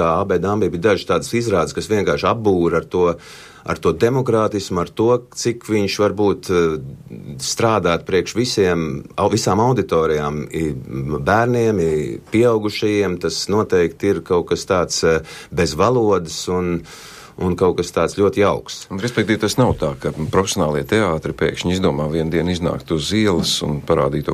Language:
Latvian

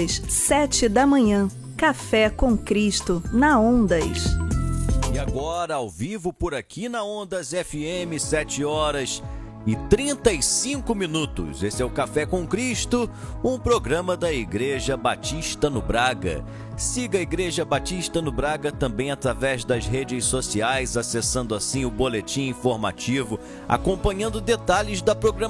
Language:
Portuguese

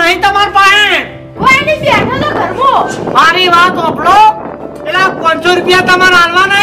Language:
Gujarati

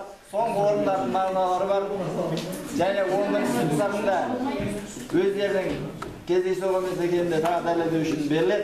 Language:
Kazakh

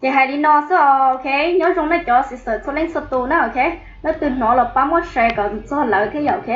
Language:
Hmong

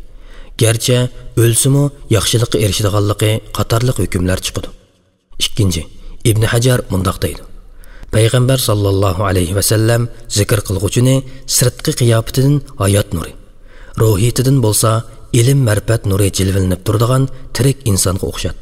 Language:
Uyghur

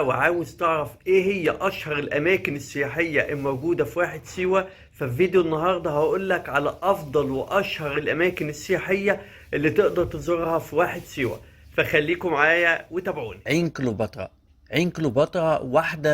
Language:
Egyptian Arabic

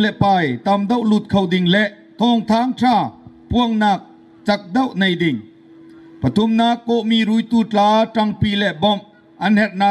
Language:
Bawm Chin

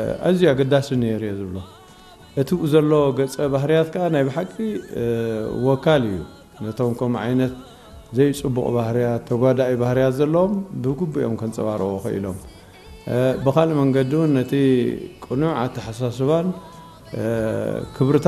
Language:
Tigrinya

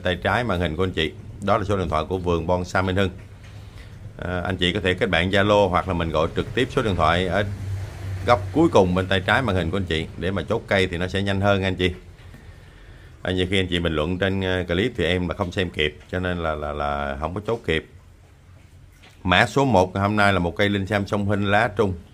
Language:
Vietnamese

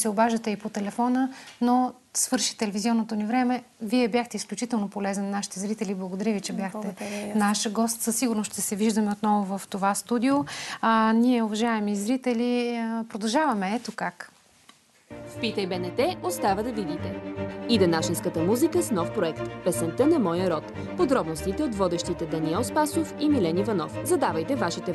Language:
Bulgarian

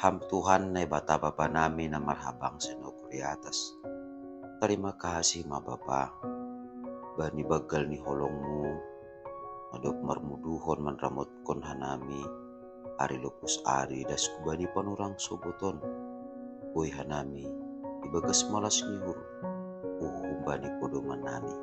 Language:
Batak Simalungun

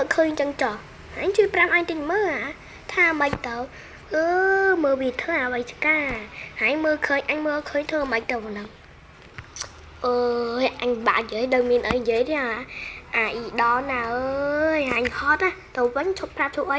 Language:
Khmer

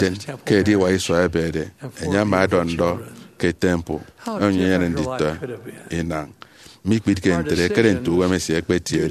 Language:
Efik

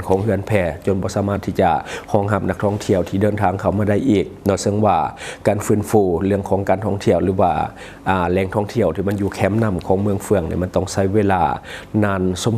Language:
Lao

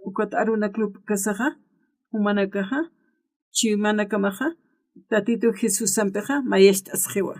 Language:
Aymara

